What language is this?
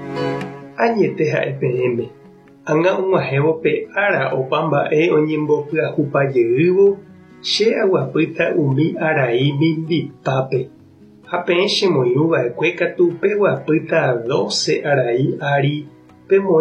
Guarani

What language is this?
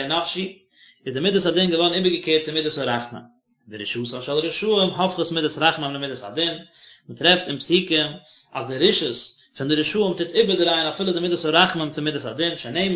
Yiddish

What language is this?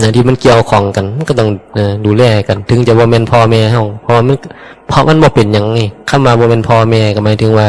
Northeastern Thai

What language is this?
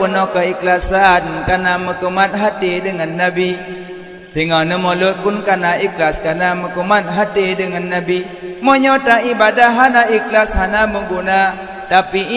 Achinese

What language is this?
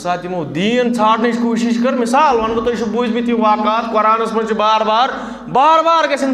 Kashmiri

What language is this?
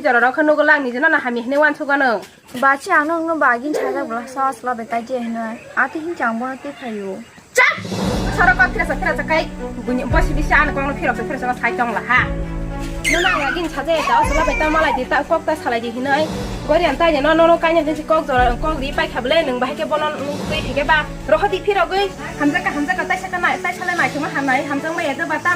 Kok Borok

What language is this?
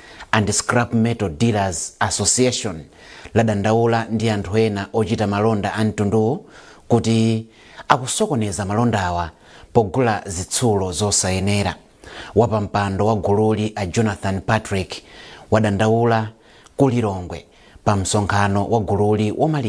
Nyanja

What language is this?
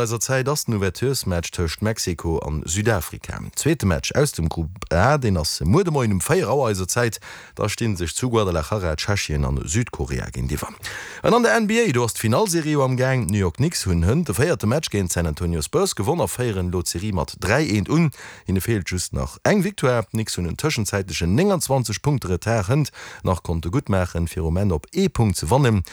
Luxembourgish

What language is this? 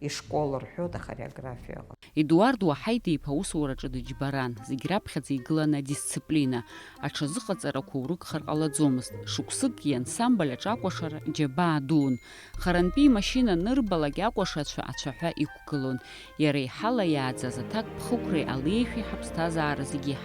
Abkhazian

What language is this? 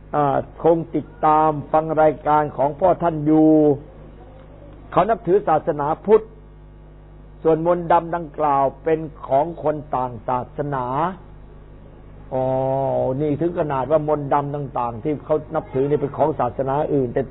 Thai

